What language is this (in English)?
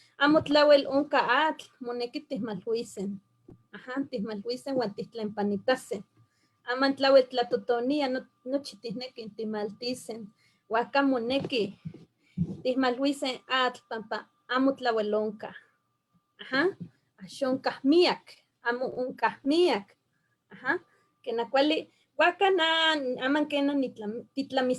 Eastern Huasteca Nahuatl